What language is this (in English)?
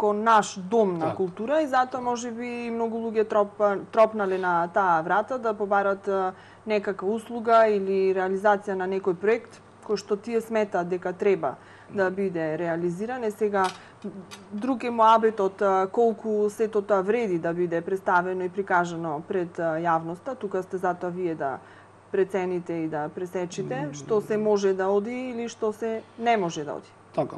Macedonian